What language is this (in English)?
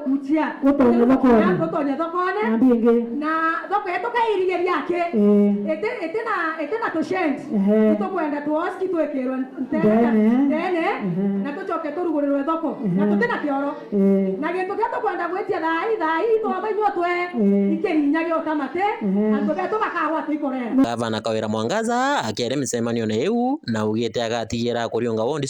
Meru